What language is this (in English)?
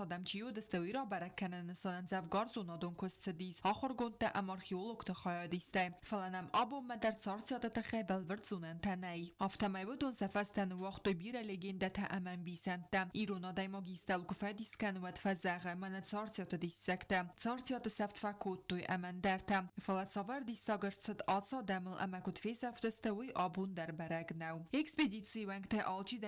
Ossetic